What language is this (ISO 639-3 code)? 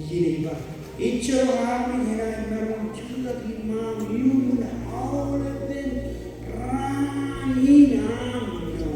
mah